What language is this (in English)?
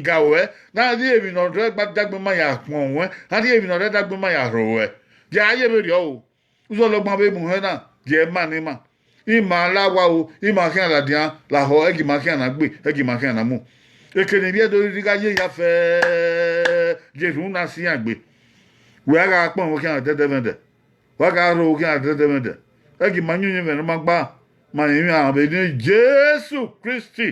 Bini